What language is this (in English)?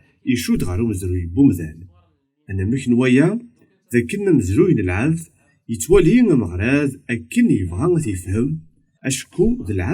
Kabyle